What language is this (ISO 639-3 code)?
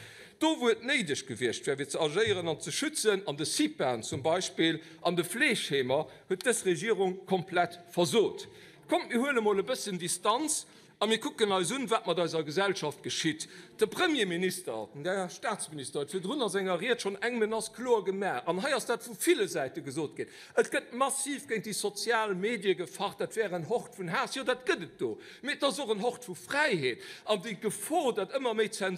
ltz